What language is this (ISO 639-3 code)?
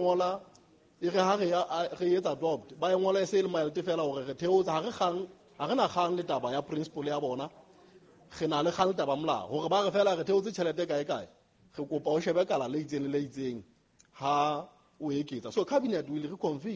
sot